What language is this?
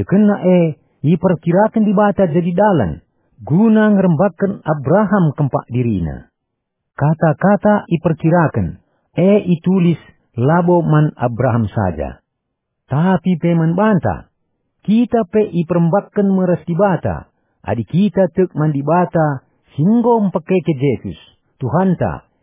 Batak Karo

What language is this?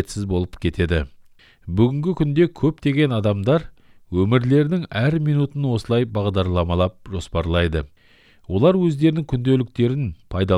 Kazakh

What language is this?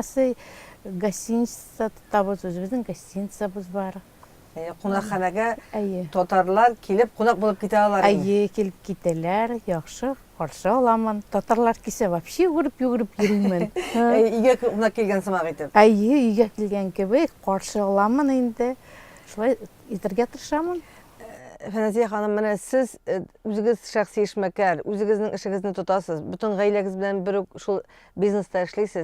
Tatar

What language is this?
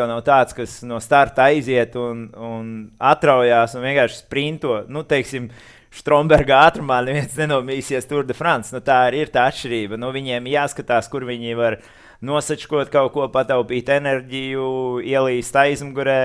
Latvian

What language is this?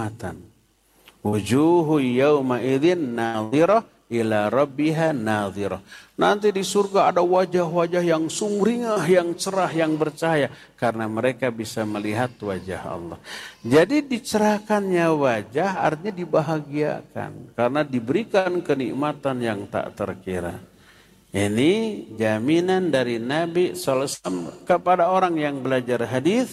Indonesian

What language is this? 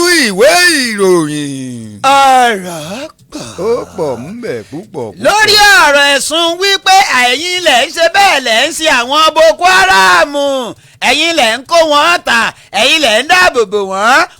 Yoruba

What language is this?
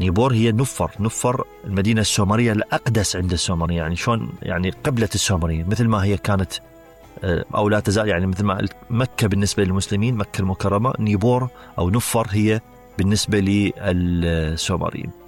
Mesopotamian Arabic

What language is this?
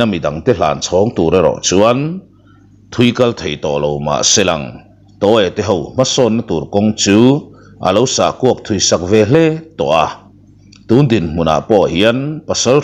Mizo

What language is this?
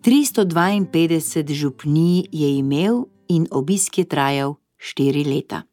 Slovenian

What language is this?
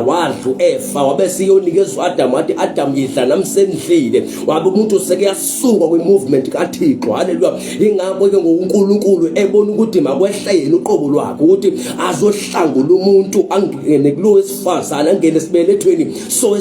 Zulu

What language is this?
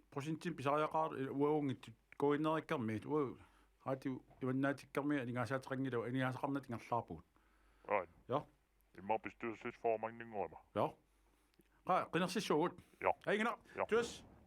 Kalaallisut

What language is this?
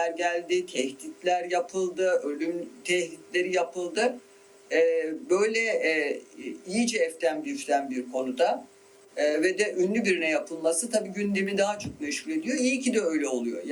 Turkish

